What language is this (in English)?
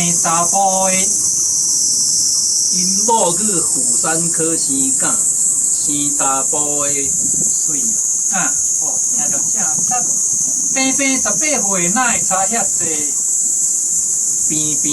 Min Nan Chinese